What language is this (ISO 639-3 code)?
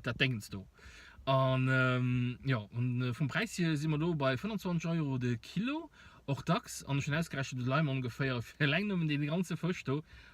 ltz